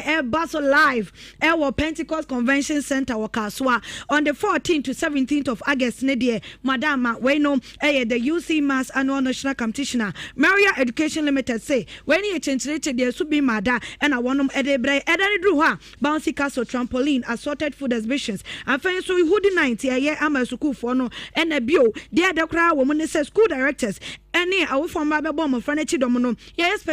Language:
Akan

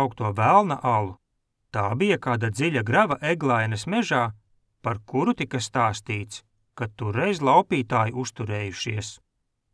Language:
Latvian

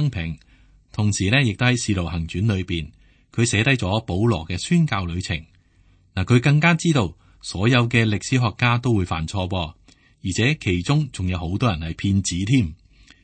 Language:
Cantonese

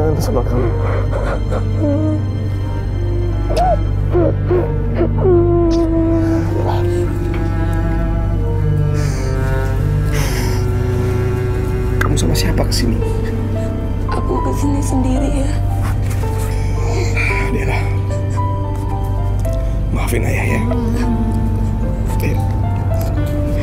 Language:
Indonesian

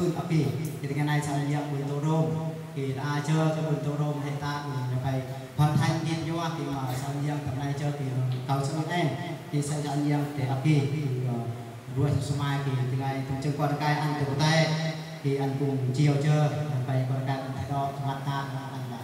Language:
Eastern Bru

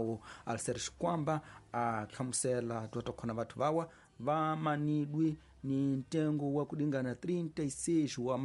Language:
Tsonga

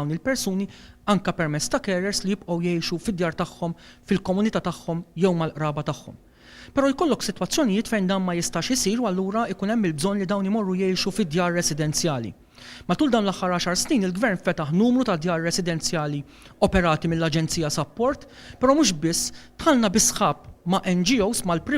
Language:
Maltese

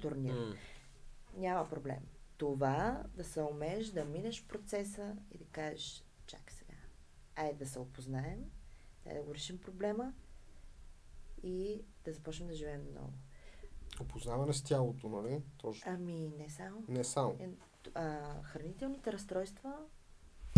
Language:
Bulgarian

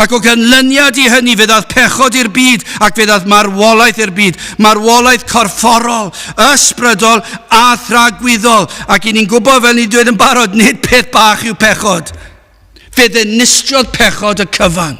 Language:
Welsh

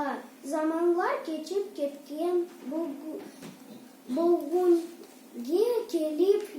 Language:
Crimean Tatar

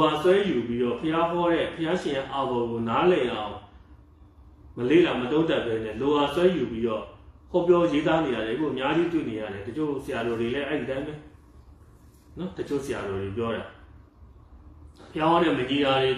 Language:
Burmese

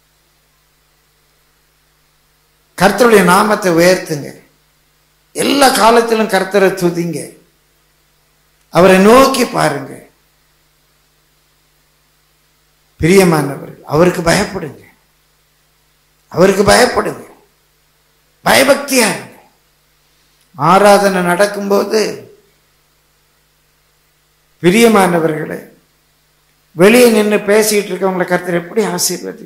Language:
Tamil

